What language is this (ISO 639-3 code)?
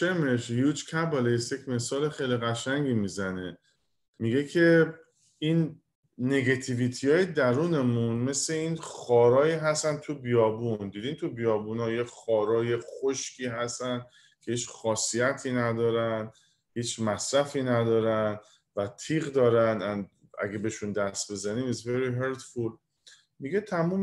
fas